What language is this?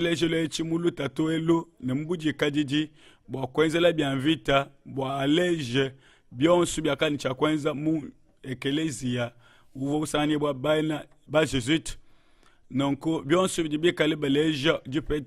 Luba-Lulua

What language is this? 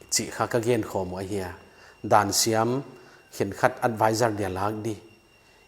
Paite Chin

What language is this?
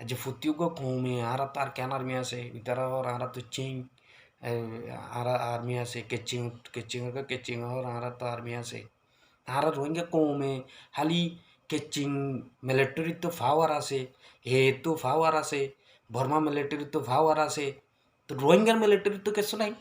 Rohingya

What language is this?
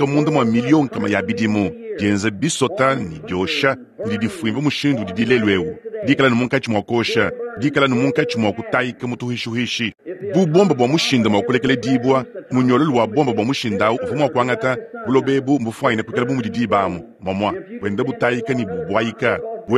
Luba-Lulua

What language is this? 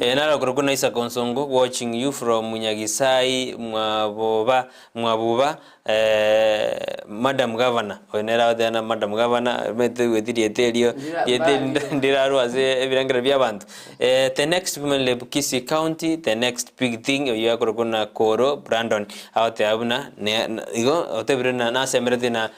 Gusii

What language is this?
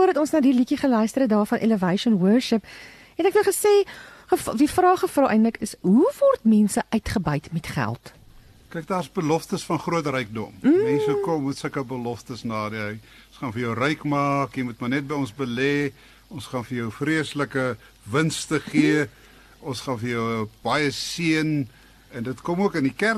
Afrikaans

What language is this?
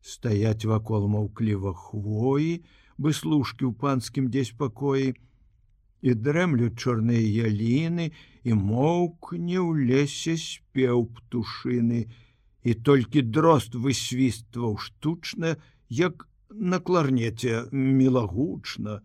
Belarusian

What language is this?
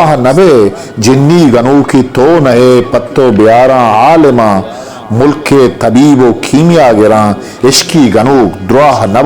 Eastern Balochi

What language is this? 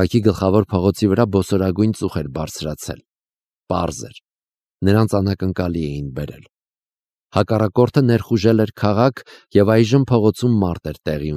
Armenian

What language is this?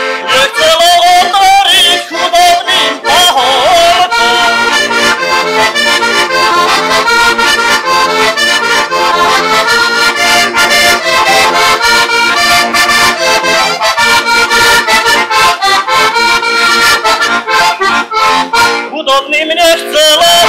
Slovak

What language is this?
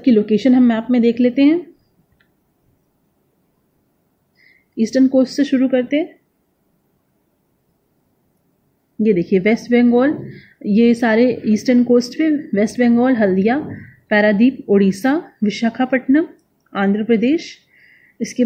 Hindi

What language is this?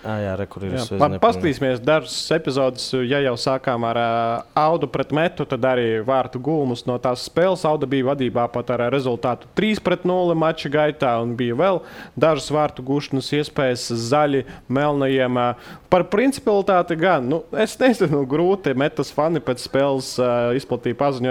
Latvian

